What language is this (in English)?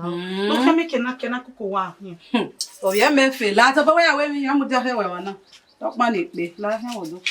Bini